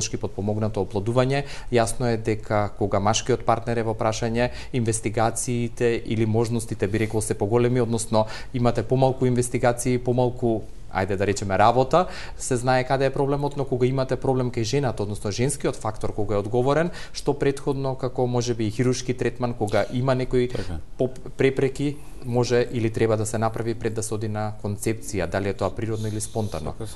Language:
Macedonian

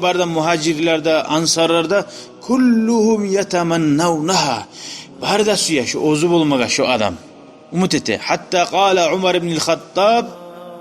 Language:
Kumyk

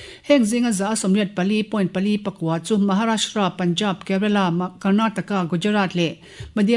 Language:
Mizo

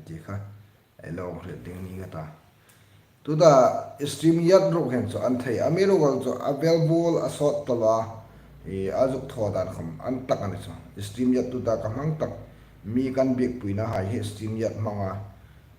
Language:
Hmar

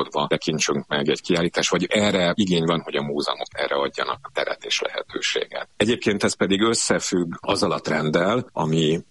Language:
Hungarian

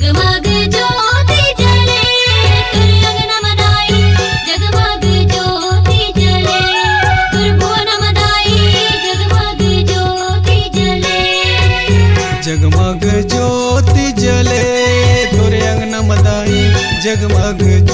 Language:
Chhattisgarhi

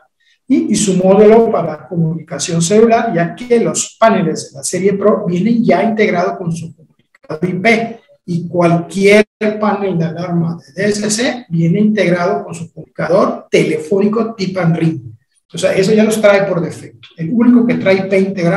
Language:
Spanish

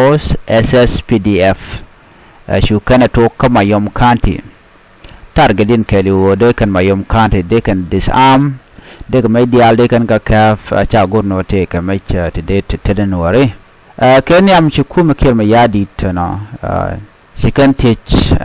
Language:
Nuer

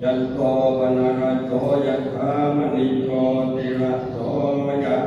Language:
Pali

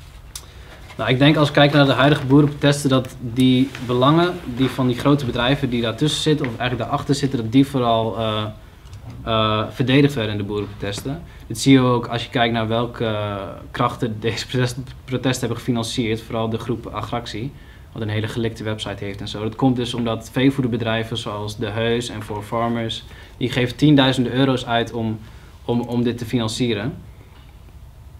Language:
Dutch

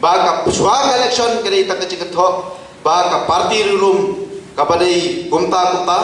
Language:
Khasi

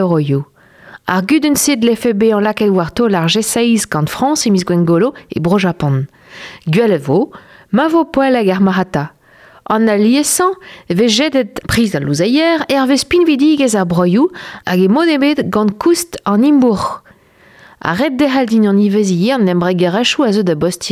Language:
Breton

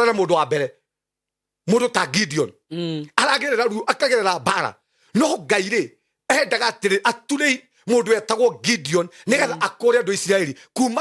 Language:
Kikuyu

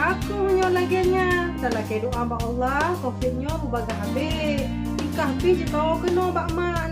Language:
Achinese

